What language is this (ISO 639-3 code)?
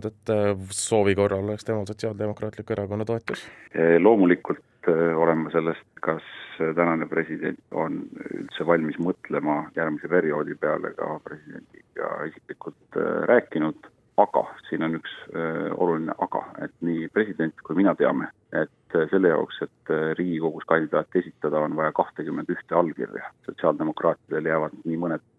est